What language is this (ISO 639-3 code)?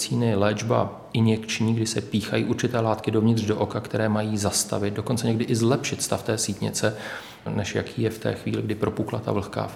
ces